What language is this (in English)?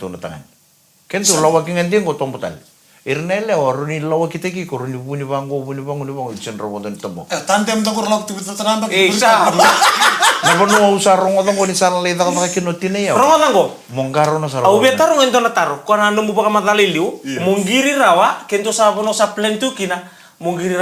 Fijian